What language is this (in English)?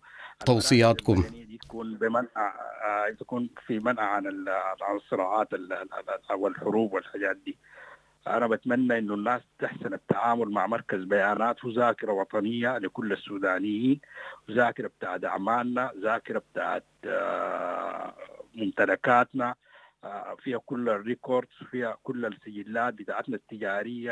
Sudanese Arabic